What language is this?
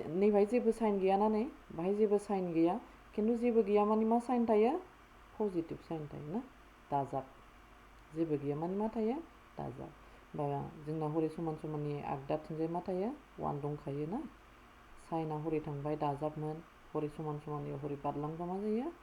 Bodo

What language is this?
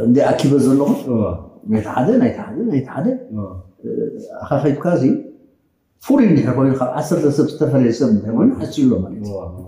Tigrinya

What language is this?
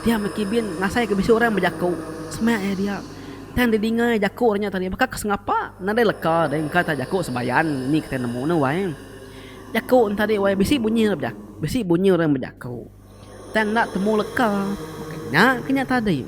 Iban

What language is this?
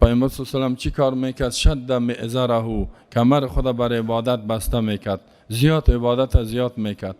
Persian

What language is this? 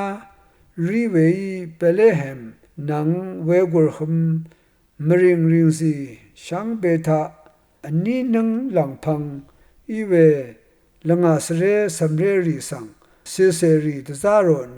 Rawang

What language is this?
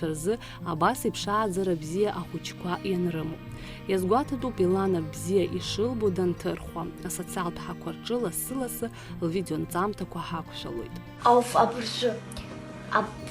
Abkhazian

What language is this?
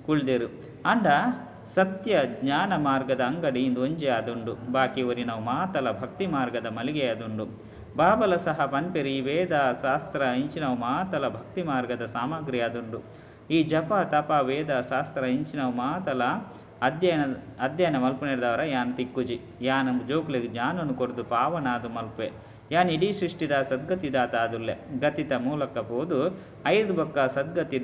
Tulu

